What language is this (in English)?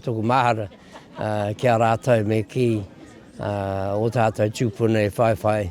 Māori